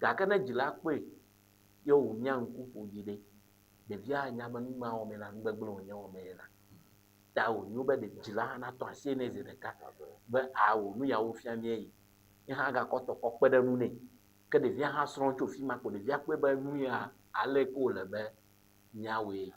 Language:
Ewe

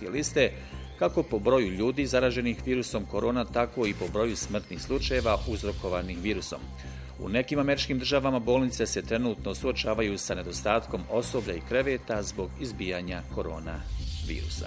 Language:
Bosnian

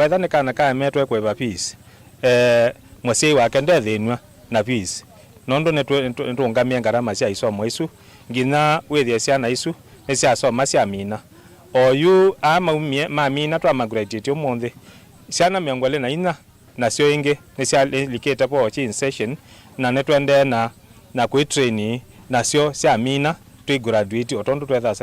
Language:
Kamba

